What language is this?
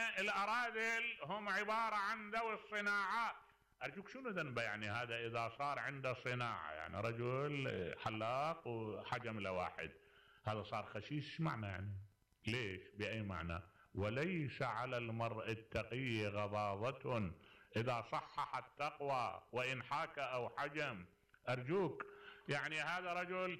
Mesopotamian Arabic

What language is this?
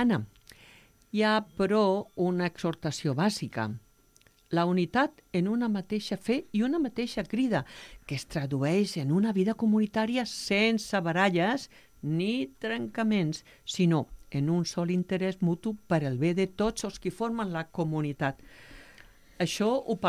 Catalan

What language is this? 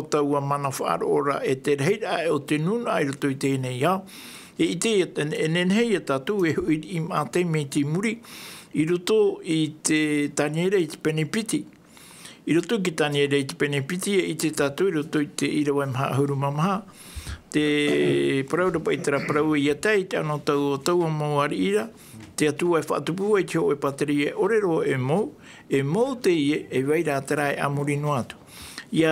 Tahitian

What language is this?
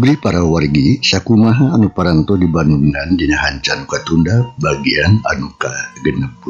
Sundanese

